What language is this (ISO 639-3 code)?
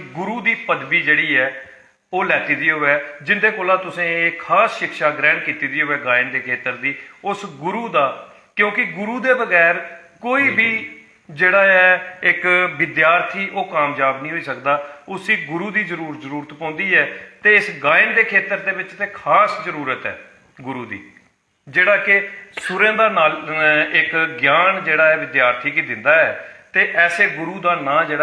doi